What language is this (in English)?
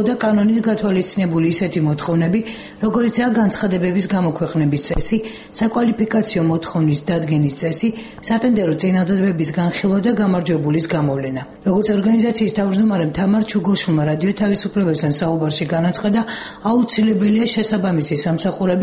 Georgian